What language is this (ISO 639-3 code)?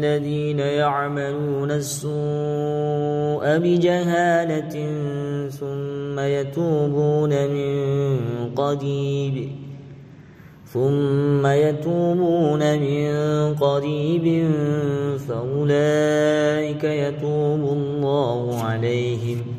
ara